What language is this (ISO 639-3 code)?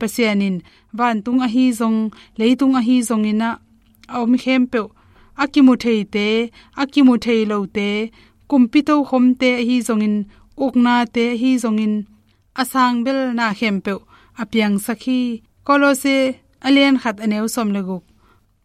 ctd